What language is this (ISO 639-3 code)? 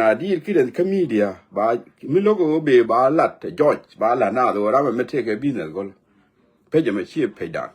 nus